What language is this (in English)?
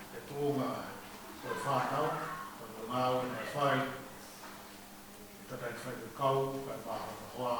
Tongan